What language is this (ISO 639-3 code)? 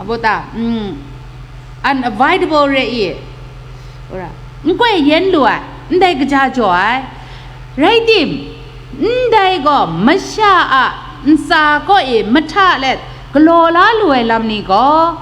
kac